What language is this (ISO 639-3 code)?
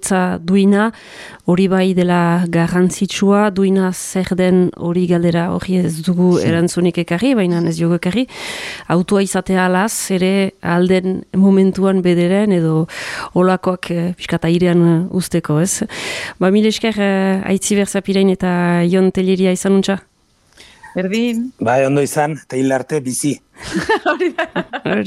eus